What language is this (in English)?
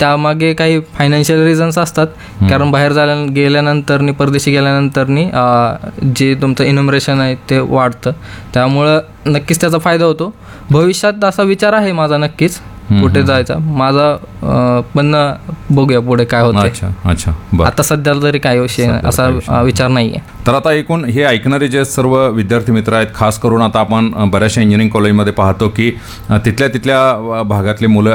Marathi